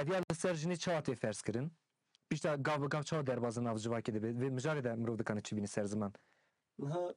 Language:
Kurdish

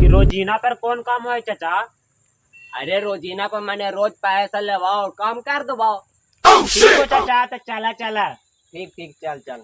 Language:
Magahi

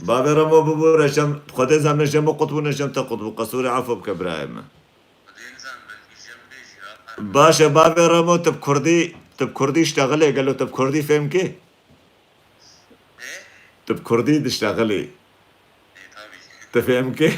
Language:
Kurdish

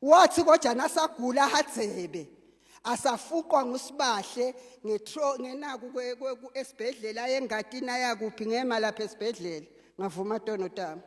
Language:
Zulu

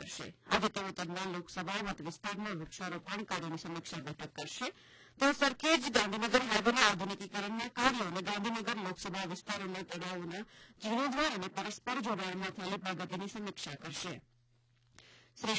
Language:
Gujarati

